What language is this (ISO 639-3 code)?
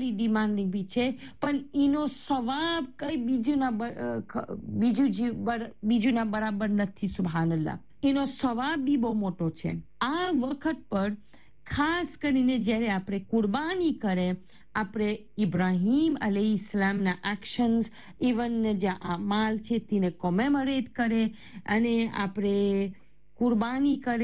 guj